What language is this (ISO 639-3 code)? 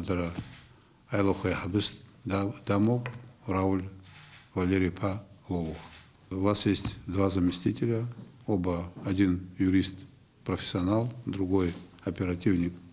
abk